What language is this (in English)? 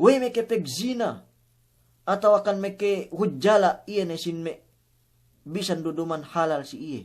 Yakan